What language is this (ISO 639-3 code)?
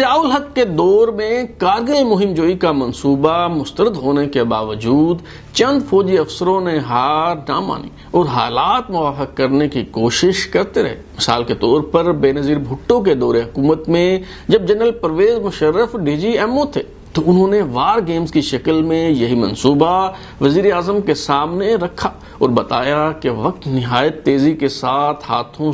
urd